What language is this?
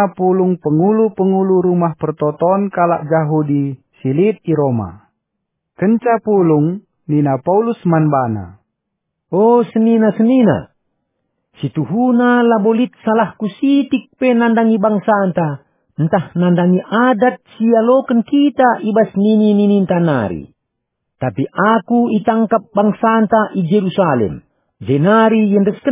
Batak Karo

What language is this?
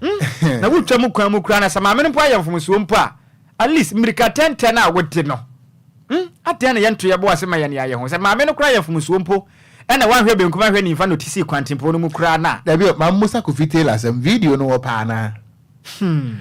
Akan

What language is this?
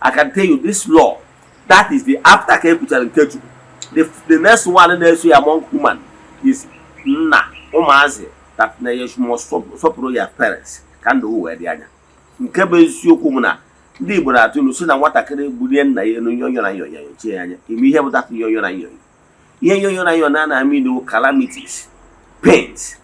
Igbo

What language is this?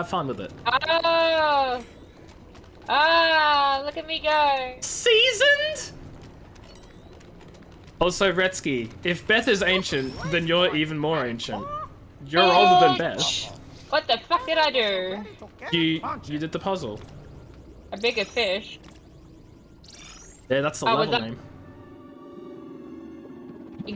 English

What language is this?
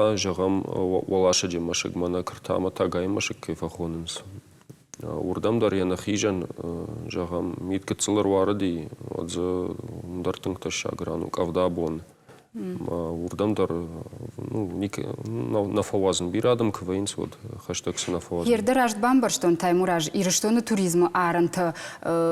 Ossetic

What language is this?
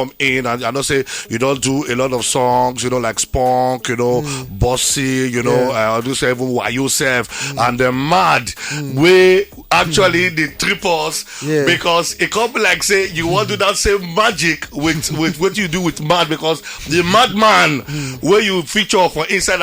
Nigerian Pidgin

